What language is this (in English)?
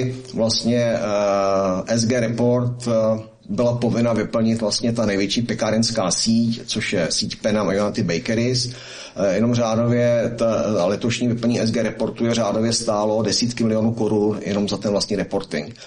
Czech